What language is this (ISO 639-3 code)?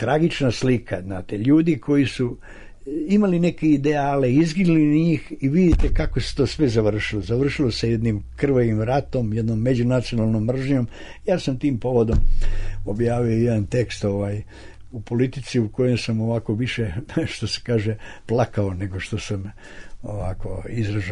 srp